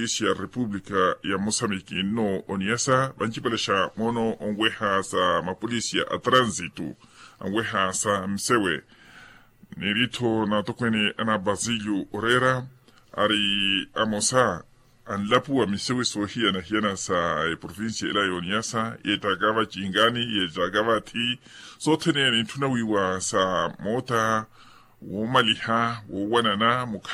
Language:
Makhuwa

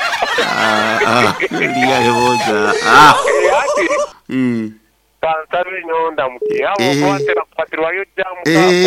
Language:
Nyoro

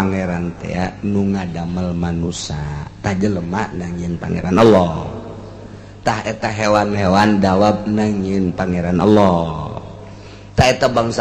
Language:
Sundanese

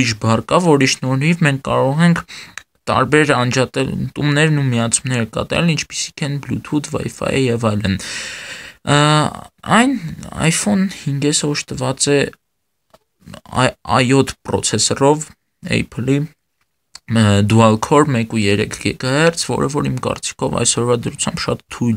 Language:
Armenian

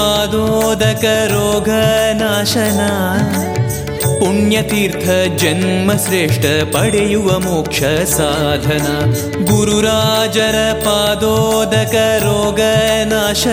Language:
Kannada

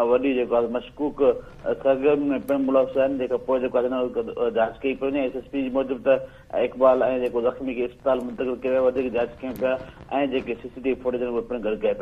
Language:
Sindhi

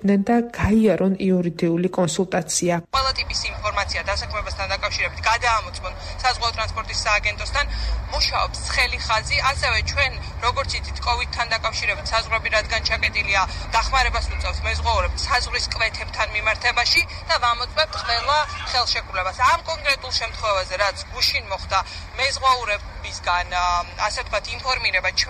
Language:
Georgian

